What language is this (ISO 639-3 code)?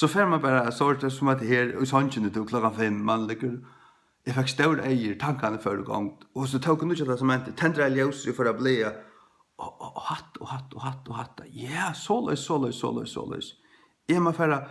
fao